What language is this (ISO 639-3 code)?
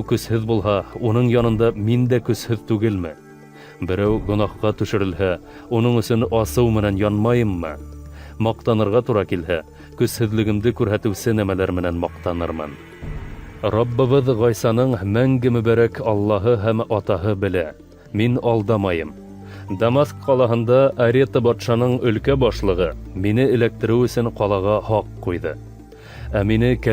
bak